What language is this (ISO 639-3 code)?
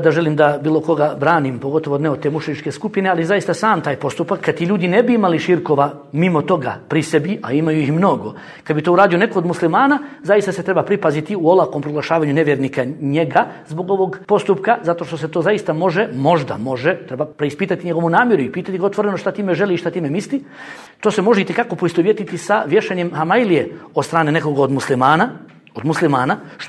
bos